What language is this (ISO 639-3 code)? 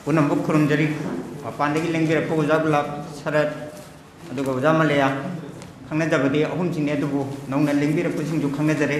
mni